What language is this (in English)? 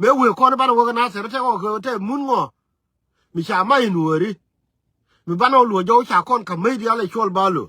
Nuer